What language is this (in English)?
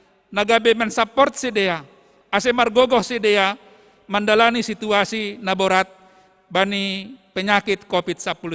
Batak Simalungun